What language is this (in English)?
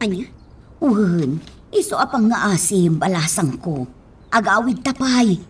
Iloko